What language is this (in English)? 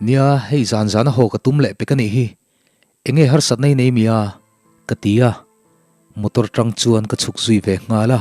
Mizo